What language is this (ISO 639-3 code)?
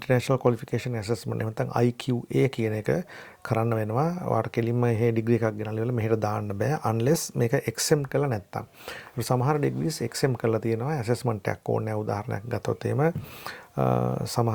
sin